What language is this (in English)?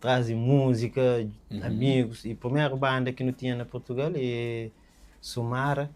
Kabuverdianu